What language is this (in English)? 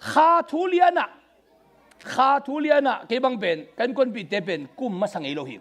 Tedim Chin